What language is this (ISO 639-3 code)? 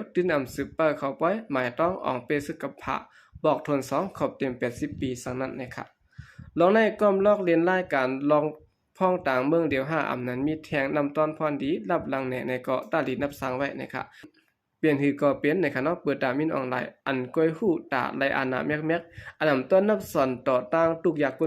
shn